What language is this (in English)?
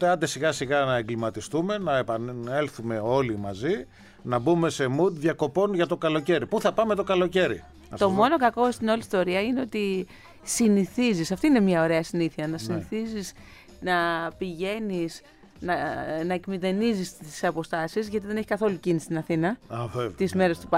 Greek